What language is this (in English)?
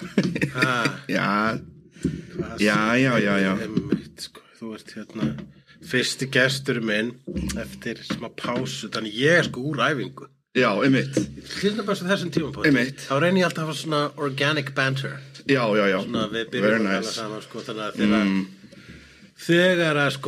Icelandic